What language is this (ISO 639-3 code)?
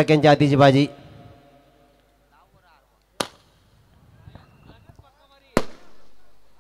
mar